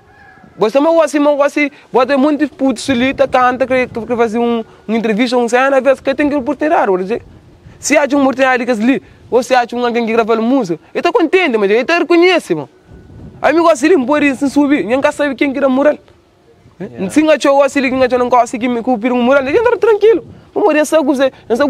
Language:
Kabuverdianu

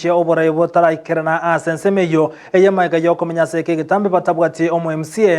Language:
Gusii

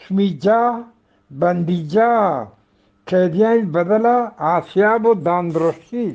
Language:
Eastern Balochi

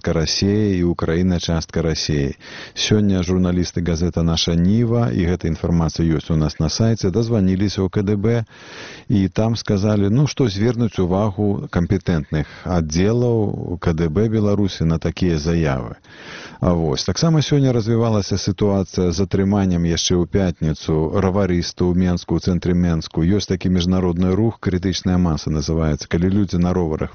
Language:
Belarusian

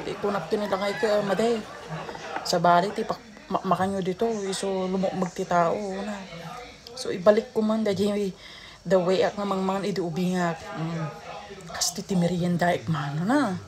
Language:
Iloko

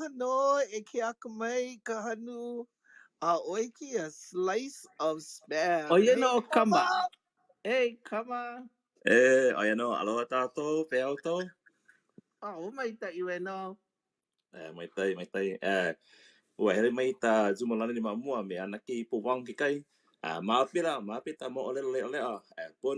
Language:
Hawaiian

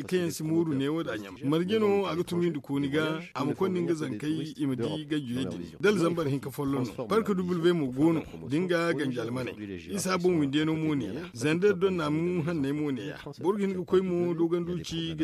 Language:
Zarma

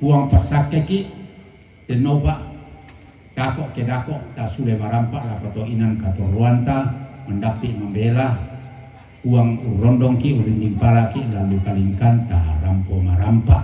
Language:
Toraja-Sa'dan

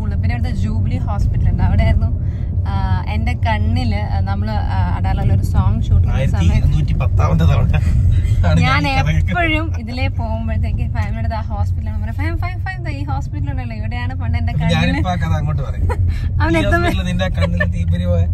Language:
Malayalam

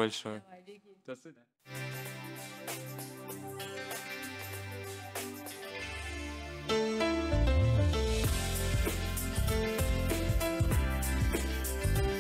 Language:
Russian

